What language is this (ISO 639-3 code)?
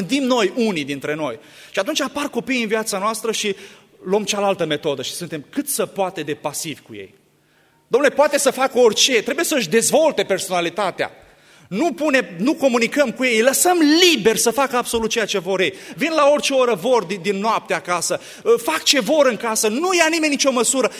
ron